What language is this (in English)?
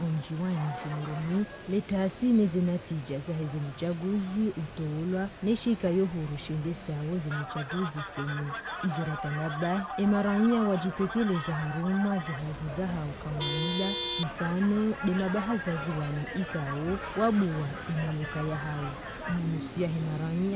Ngazidja Comorian